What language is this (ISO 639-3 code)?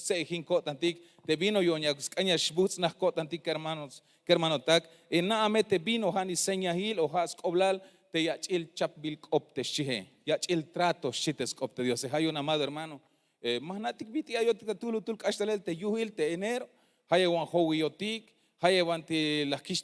tzh